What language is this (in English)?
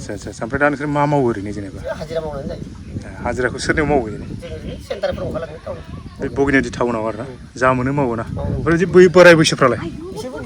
Bodo